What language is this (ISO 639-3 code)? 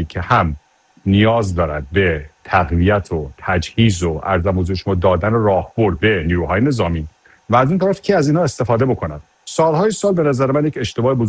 fas